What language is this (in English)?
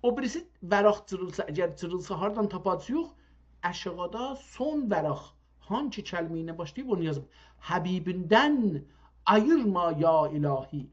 South Azerbaijani